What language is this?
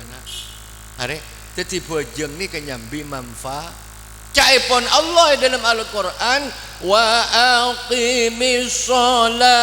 Madurese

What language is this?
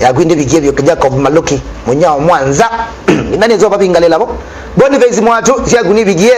Kamba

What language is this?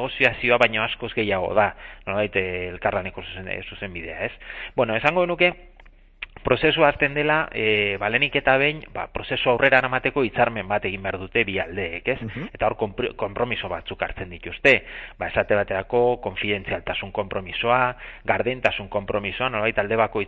Basque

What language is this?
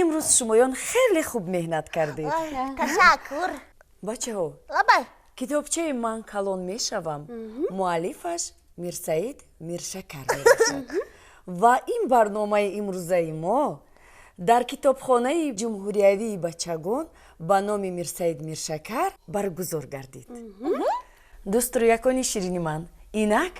Tajik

